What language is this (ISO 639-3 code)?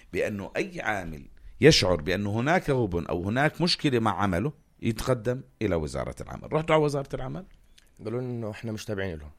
apc